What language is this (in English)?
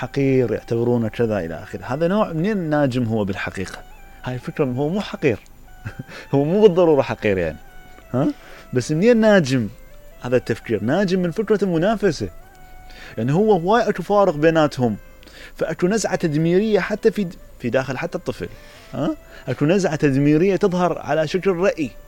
Mesopotamian Arabic